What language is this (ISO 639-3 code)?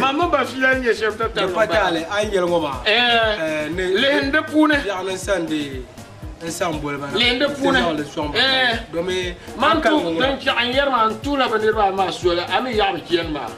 dag